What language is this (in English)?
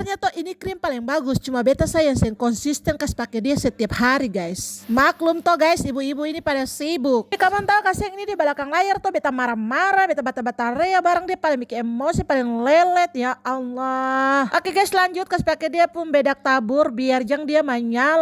Ambonese Malay